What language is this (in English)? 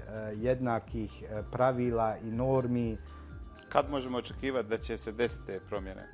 Bosnian